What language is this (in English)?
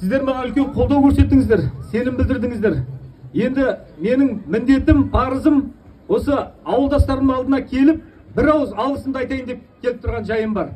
Kazakh